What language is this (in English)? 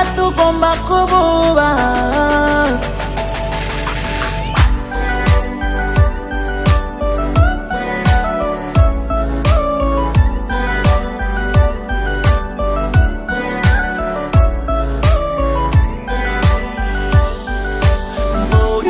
Kinyarwanda